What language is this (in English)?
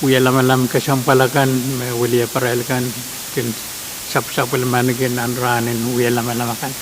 Pohnpeian